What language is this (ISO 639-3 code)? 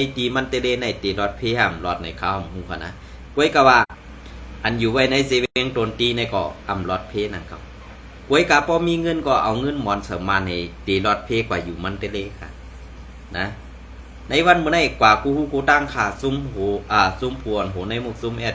shn